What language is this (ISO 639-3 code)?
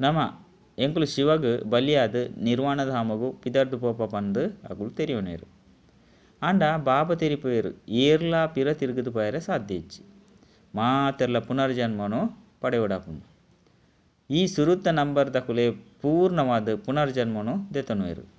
tcy